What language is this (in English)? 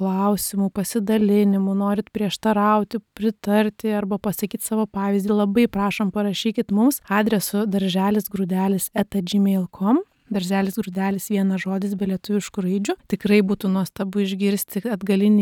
Lithuanian